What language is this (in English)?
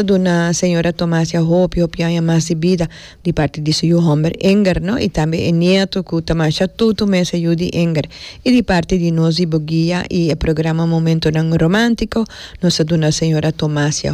Papiamento